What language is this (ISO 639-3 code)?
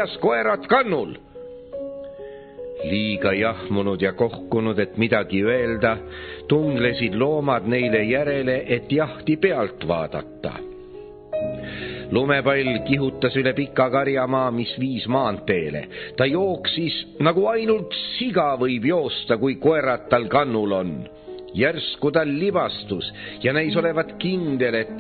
est